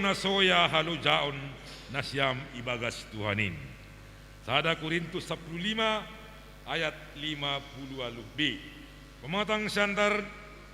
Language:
Batak Simalungun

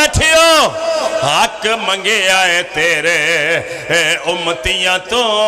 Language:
Pahari-Potwari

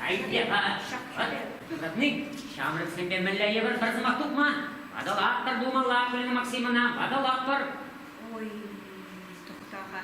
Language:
Chuvash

